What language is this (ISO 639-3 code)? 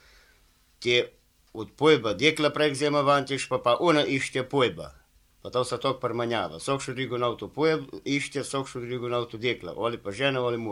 slv